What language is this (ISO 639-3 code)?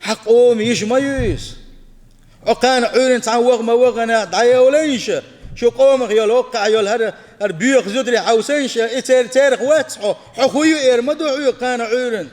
che